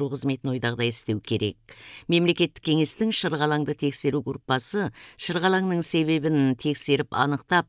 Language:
Kazakh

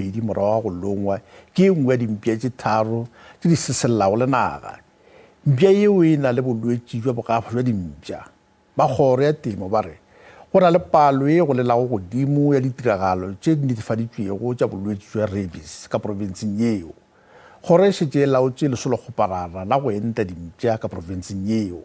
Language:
Northern Sotho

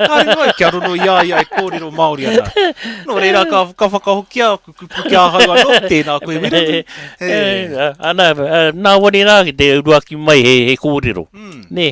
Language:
Māori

